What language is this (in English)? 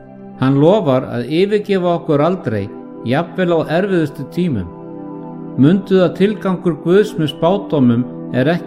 Icelandic